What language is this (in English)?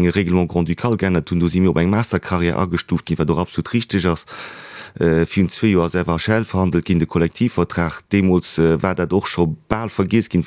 Luxembourgish